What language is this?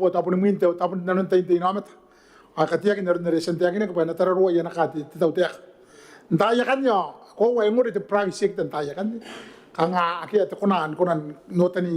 Gilbertese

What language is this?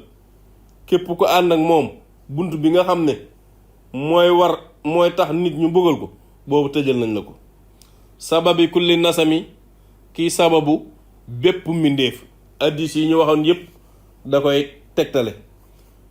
Wolof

